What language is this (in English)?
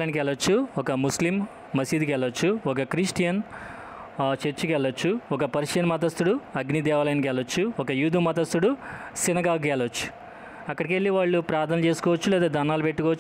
Telugu